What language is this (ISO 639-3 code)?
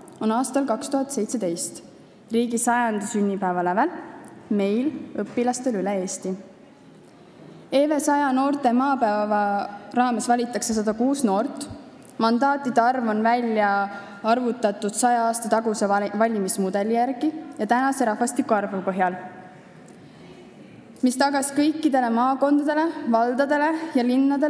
est